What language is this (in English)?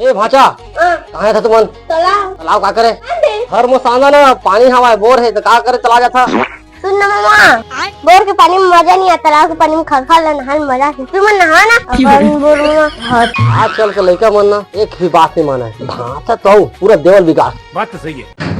Chhattisgarhi